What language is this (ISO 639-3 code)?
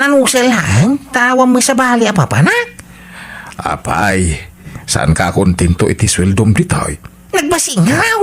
ilo